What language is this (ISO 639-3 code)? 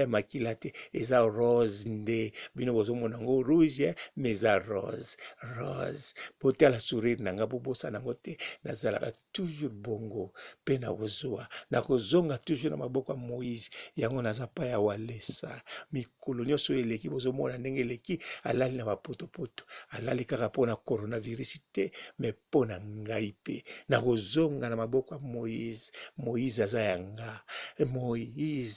lin